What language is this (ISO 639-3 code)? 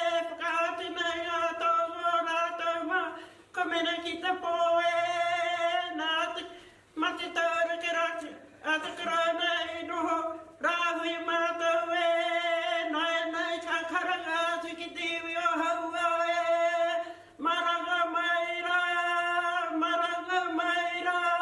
mri